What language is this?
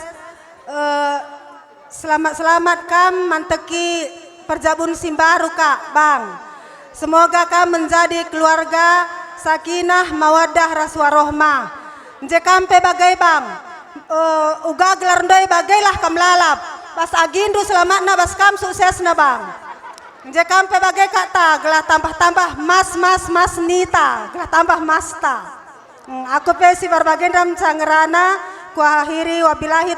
Batak Karo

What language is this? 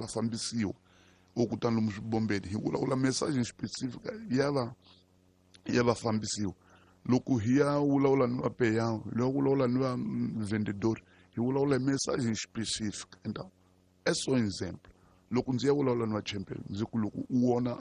Tsonga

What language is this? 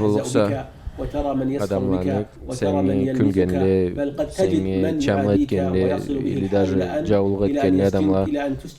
Karachay-Balkar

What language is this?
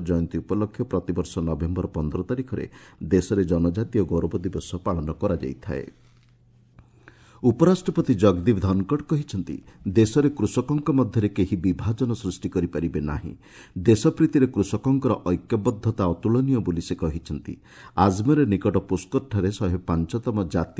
Odia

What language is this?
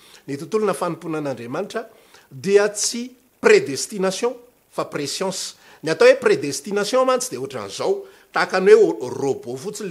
Malagasy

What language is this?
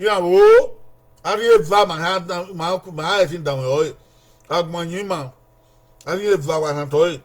Bini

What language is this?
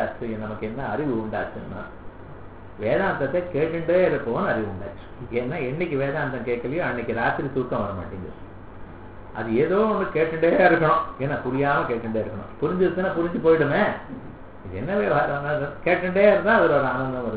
Tamil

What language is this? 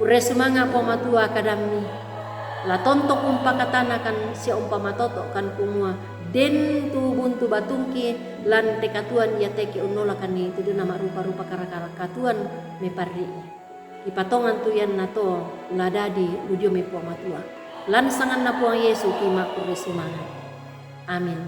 Toraja-Sa'dan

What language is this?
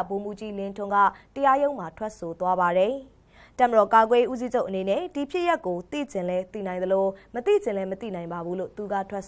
Burmese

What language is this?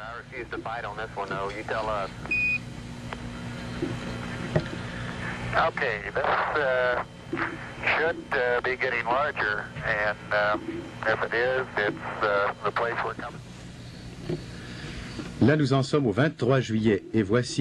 French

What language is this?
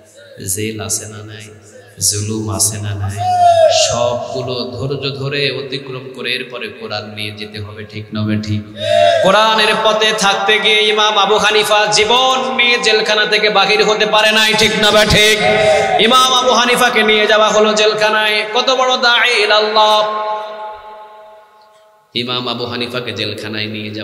Bangla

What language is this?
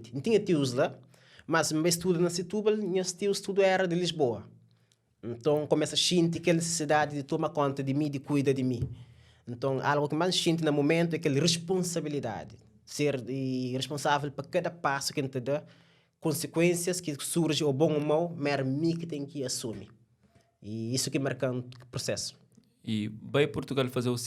Kabuverdianu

